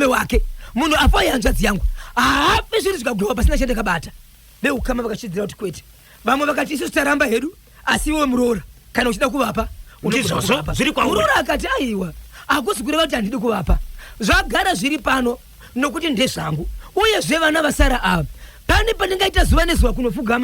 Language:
Shona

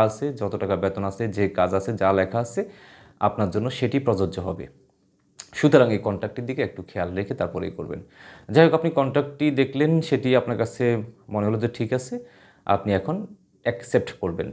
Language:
Bangla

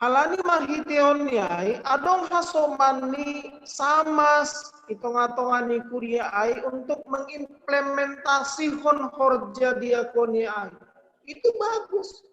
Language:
Batak Simalungun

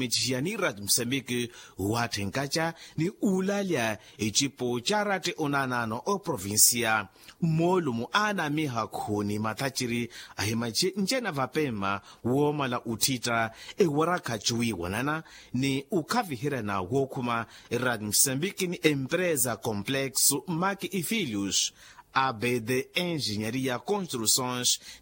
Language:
Makhuwa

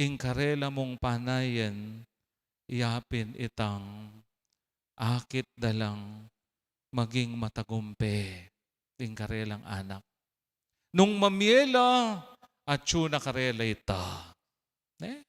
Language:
Pampanga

